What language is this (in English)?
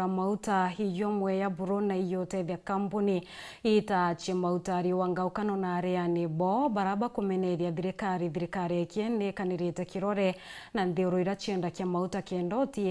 Meru